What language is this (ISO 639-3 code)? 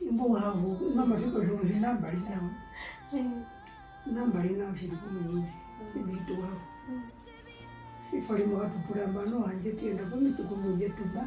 her